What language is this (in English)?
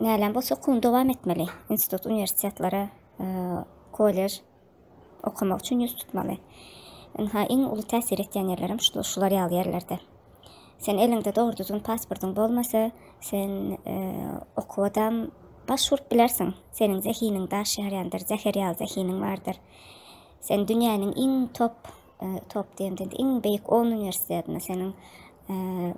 Turkmen